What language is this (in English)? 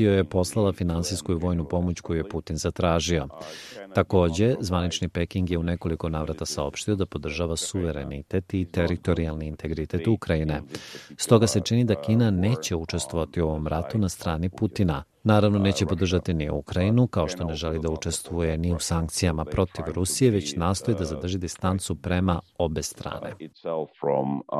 Serbian